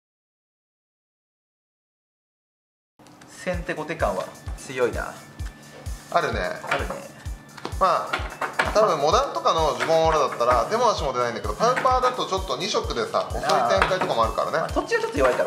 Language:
Japanese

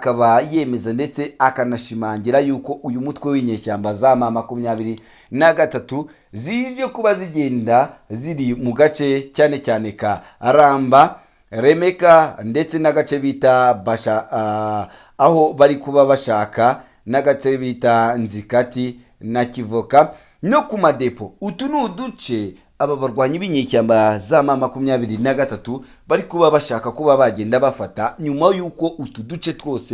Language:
Kinyarwanda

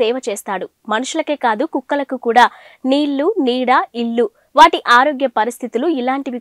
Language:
Telugu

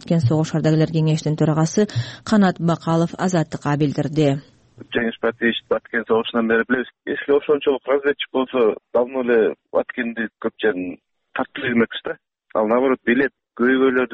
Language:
Kyrgyz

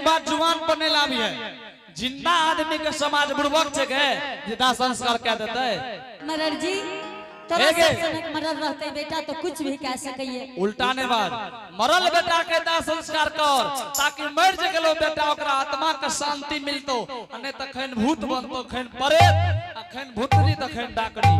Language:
Angika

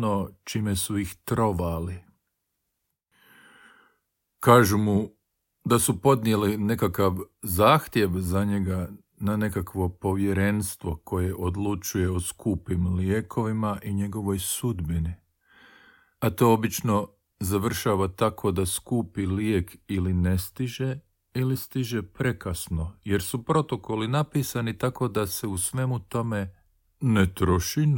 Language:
Croatian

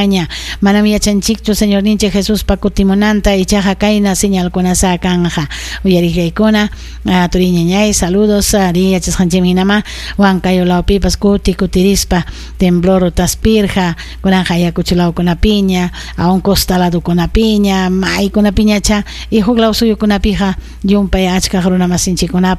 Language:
Ayacucho Quechua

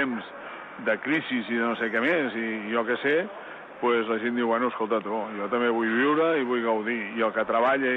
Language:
Catalan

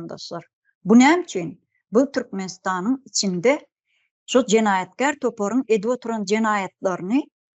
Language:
Turkmen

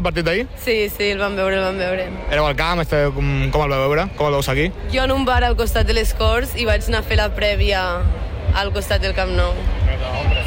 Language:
Catalan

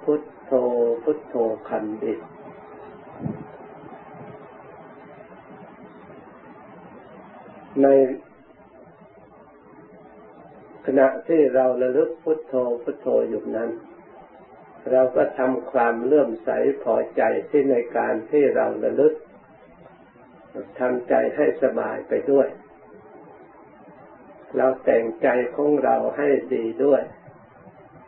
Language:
Thai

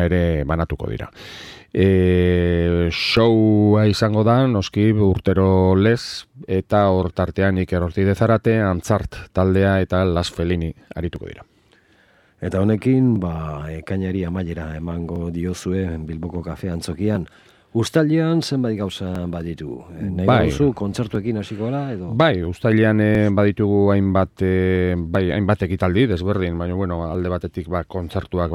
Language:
Basque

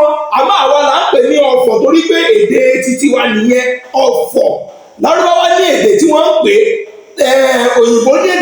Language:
Yoruba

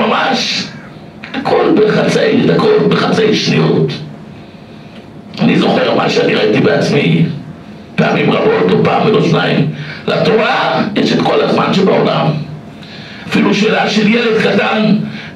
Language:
Hebrew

